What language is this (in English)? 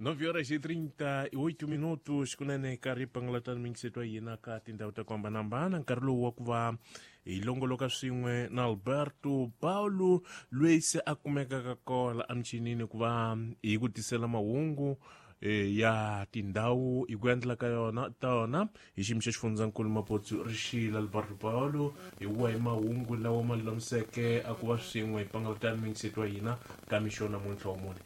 Tsonga